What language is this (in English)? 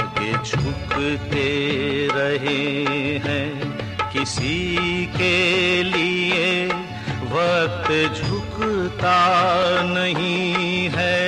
Hindi